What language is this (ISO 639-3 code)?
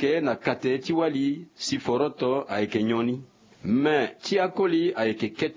sag